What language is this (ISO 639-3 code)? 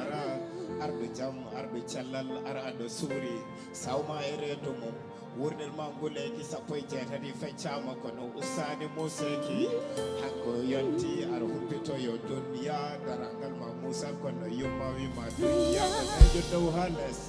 ful